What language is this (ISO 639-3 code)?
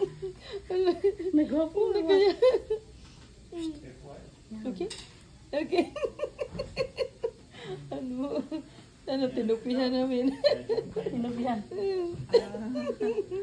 fil